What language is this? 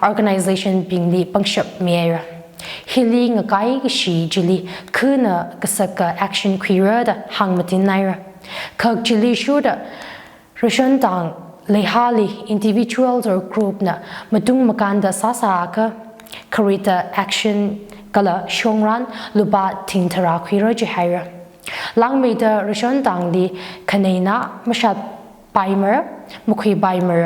Tangkhul Naga (India)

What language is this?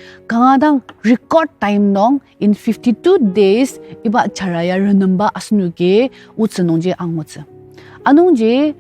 Ao Naga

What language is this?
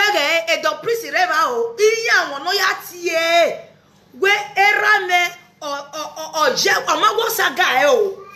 Nigerian Pidgin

